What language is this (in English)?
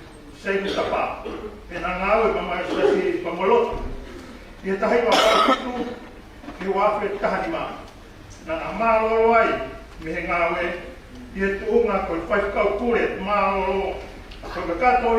Tongan